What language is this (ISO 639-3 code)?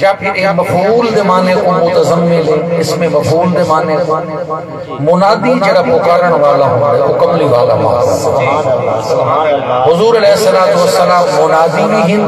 skr